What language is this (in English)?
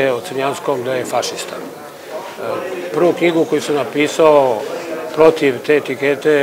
Serbian